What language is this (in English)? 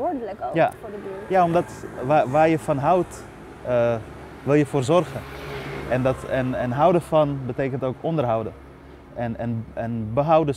Dutch